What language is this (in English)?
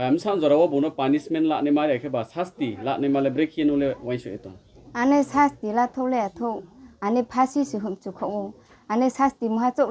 Riang (India)